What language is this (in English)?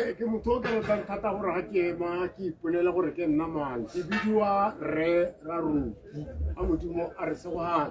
Tswana